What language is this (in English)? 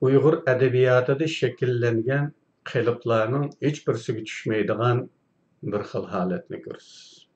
Uyghur